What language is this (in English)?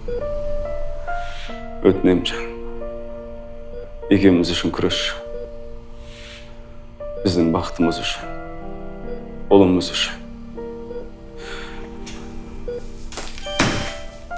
Kazakh